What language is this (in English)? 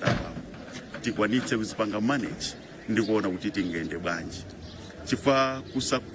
Nyanja